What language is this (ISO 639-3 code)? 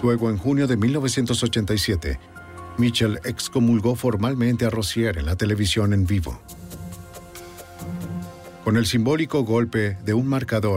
spa